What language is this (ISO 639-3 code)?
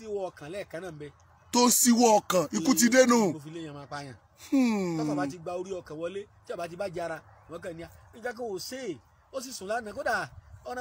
yor